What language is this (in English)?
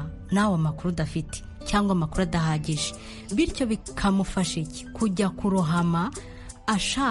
Kinyarwanda